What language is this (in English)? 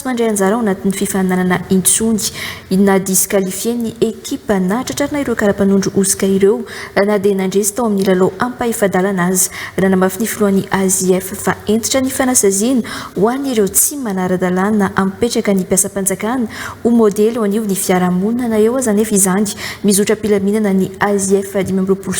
Malagasy